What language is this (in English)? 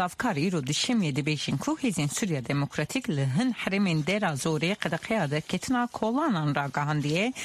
Central Kurdish